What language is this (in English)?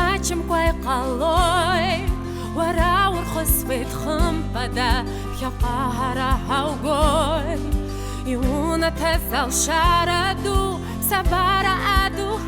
Abkhazian